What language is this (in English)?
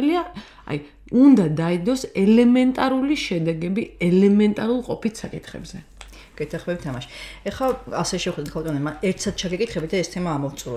Georgian